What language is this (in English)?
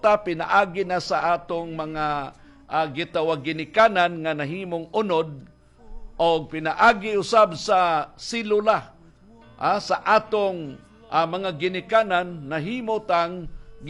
Cebuano